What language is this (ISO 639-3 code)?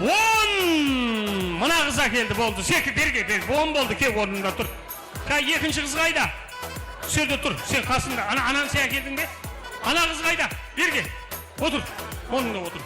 kaa